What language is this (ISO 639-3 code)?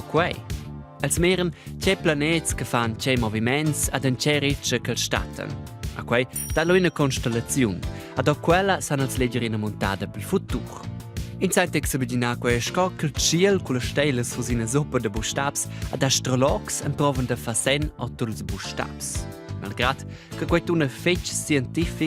roh